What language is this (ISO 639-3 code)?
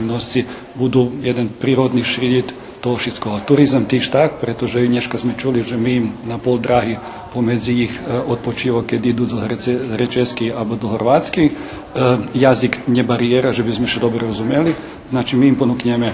rue